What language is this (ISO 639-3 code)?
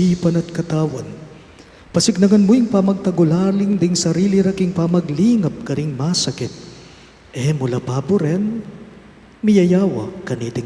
pam